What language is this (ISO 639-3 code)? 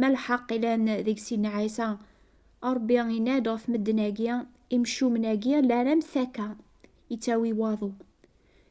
kab